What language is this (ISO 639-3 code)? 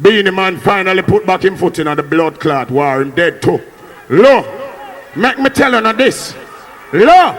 jam